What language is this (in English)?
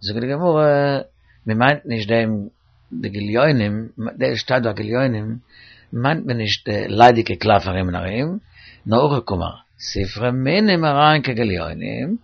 Yiddish